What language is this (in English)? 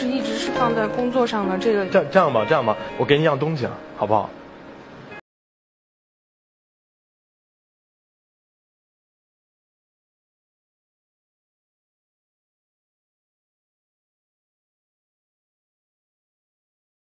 Chinese